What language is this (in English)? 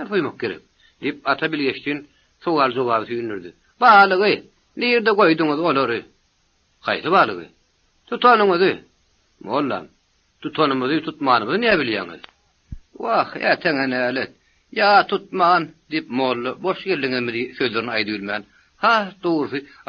Turkmen